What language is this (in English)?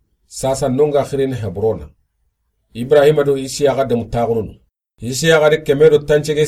Soninke